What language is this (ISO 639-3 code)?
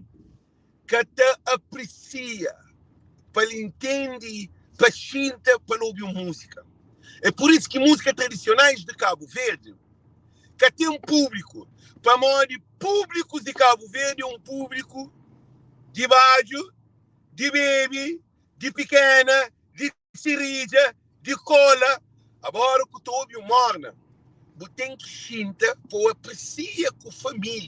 kea